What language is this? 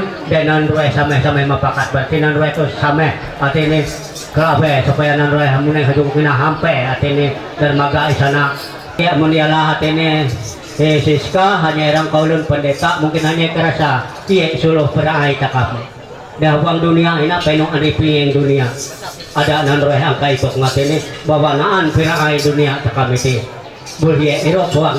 Ma'anyan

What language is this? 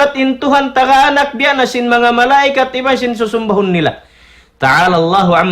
Tausug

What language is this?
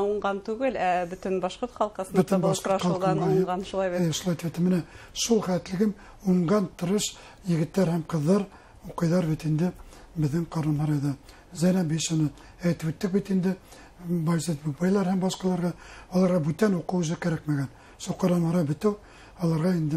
Bashkir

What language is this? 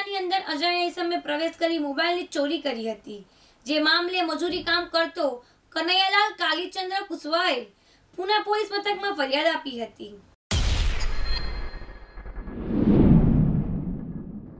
Gujarati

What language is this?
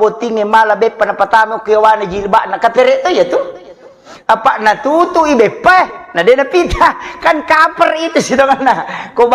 Buginese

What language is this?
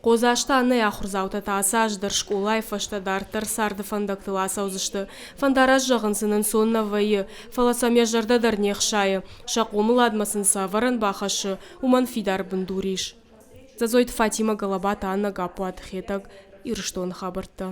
Ossetic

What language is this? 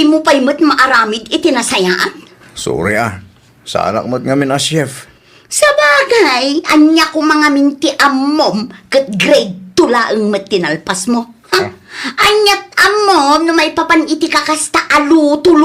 Iloko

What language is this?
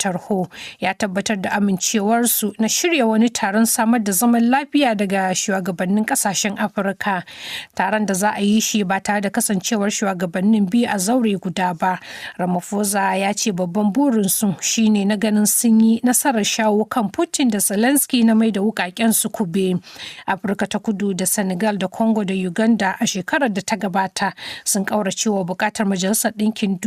Hausa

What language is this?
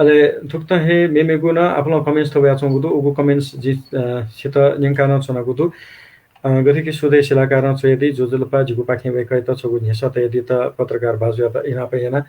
Newari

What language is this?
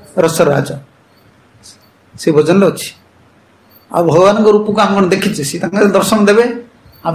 Odia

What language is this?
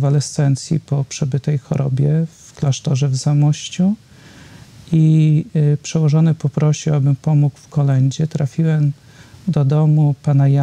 Polish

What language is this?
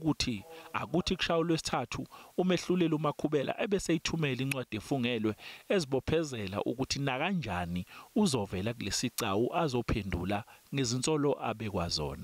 Zulu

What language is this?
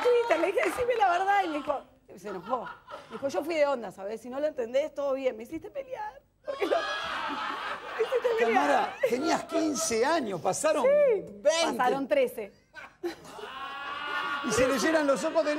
Spanish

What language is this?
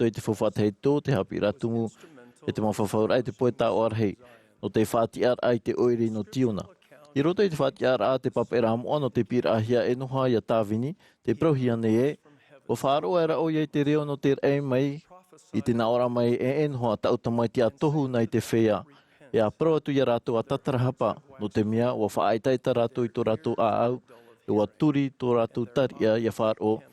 Tahitian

